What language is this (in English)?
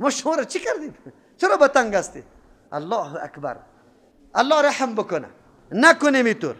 Persian